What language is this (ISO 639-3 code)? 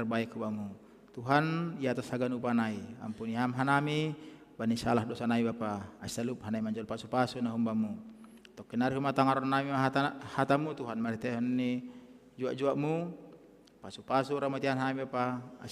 bts